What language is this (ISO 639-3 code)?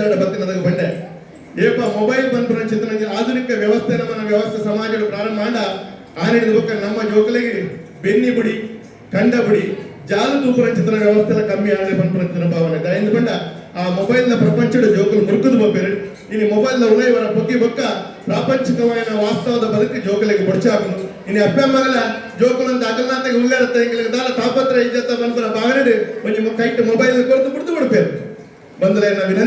tcy